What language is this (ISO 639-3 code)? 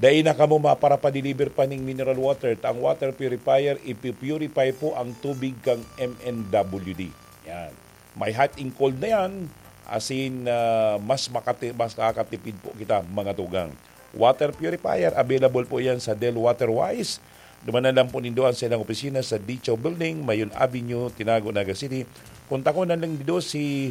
bik